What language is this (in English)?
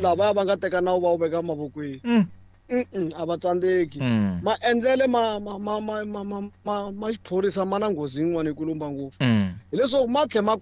Tsonga